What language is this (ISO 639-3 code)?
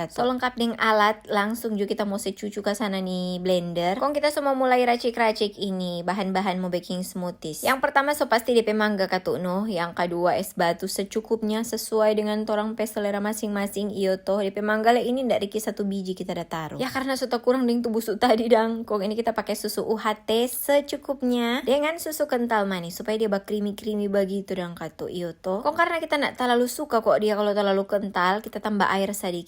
xmm